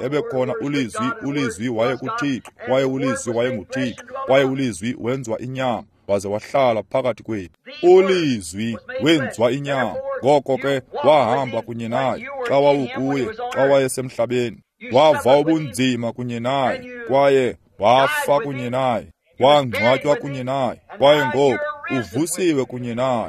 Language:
Xhosa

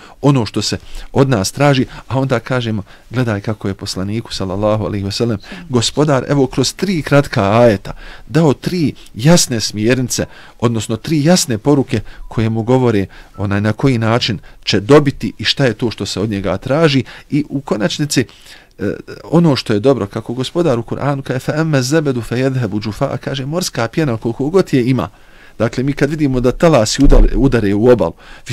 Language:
Bosnian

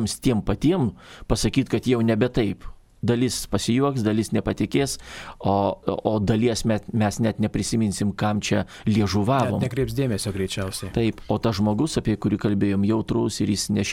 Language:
Lithuanian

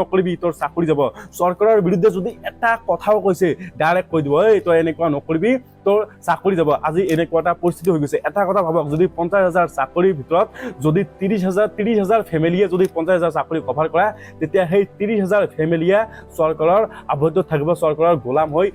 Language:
Assamese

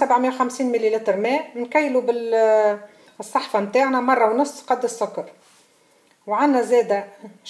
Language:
Tunisian Arabic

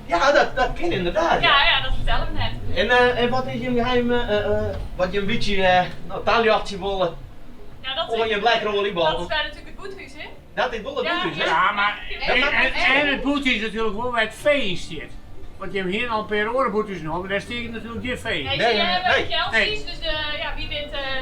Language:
Western Frisian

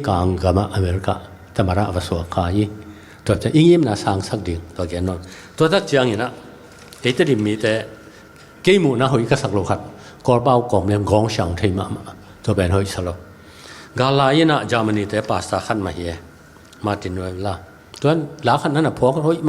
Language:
Tedim Chin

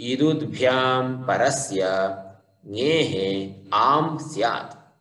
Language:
Sanskrit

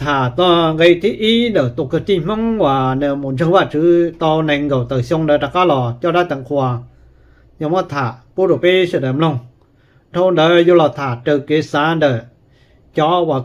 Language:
Hmong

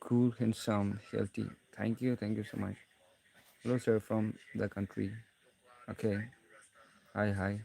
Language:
Naga Pidgin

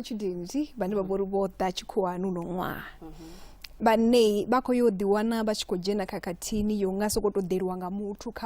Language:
Venda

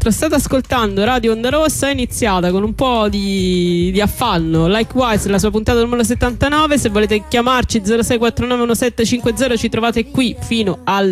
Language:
Italian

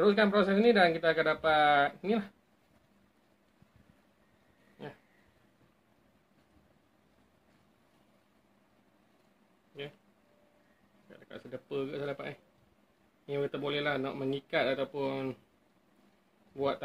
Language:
Malay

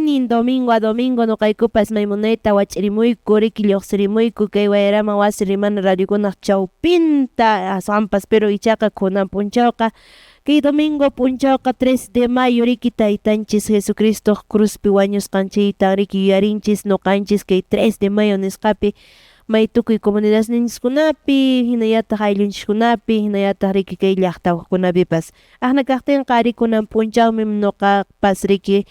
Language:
Quechua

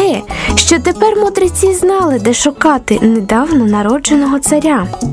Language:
Ukrainian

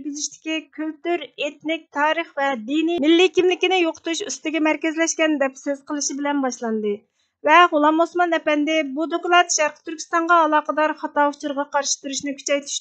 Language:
Uyghur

